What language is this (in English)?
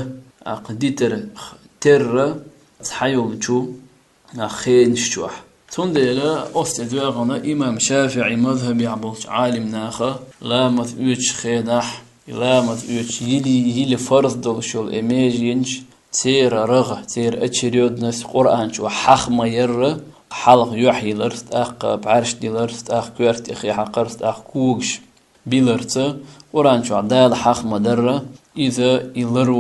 Chechen